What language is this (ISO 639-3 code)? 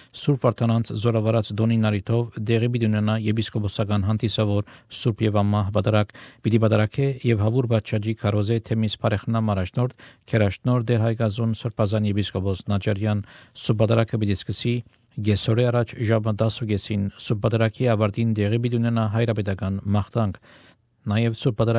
hye